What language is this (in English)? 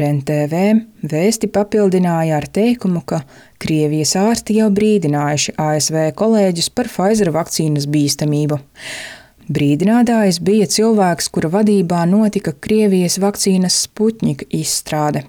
Latvian